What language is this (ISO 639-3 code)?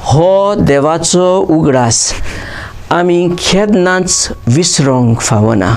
kok